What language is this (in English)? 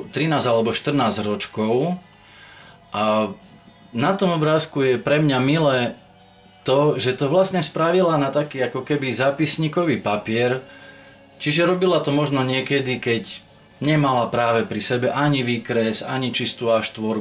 Slovak